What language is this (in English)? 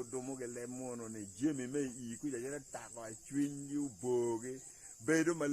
Acoli